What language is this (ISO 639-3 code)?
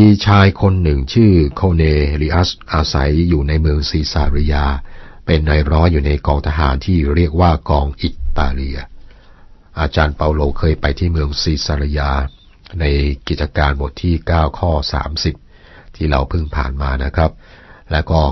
tha